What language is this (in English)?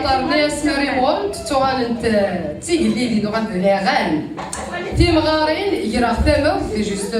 Kabyle